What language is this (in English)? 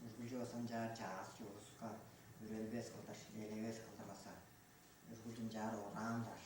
Tuvinian